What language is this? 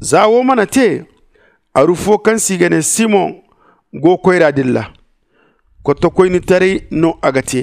Zarma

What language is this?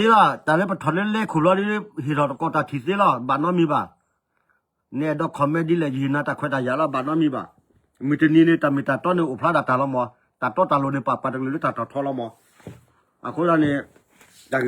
S'gaw Karen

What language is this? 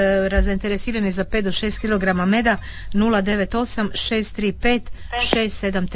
Croatian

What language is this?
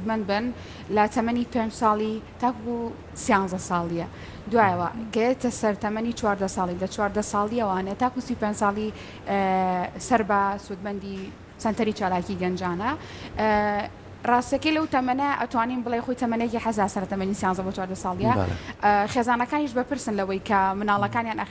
Central Kurdish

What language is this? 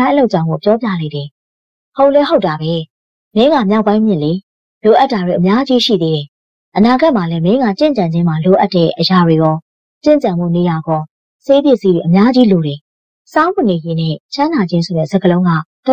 Burmese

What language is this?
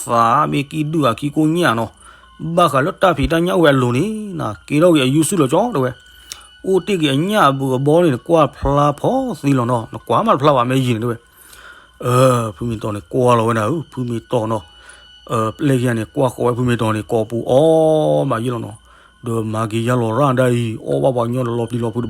S'gaw Karen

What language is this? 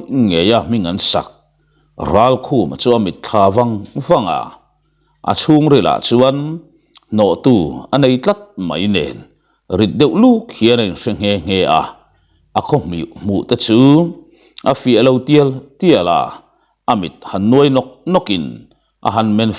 Mizo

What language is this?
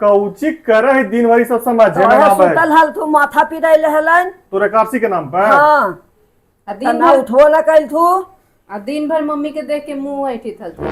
Magahi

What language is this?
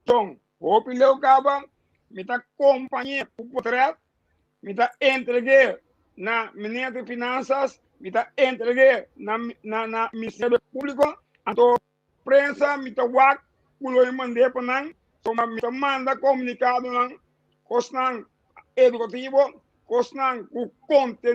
Papiamento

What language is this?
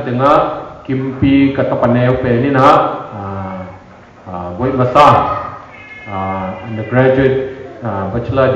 Tedim Chin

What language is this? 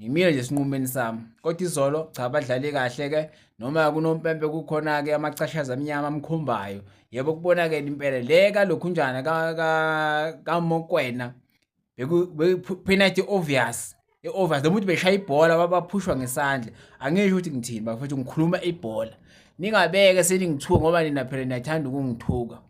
Zulu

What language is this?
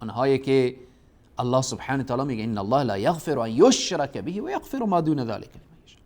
Persian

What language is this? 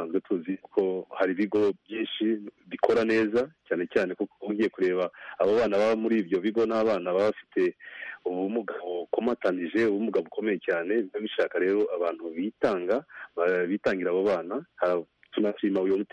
Kinyarwanda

